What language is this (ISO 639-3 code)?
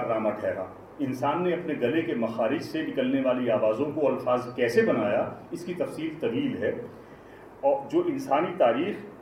urd